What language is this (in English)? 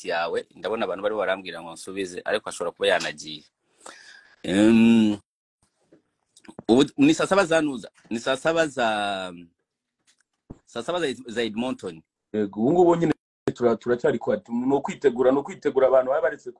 Kinyarwanda